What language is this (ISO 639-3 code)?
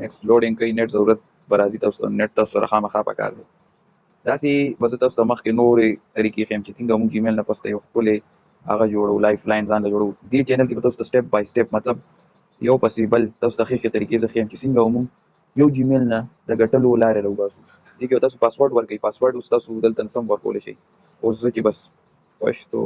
pus